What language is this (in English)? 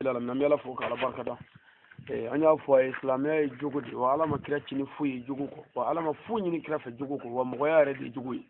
Bambara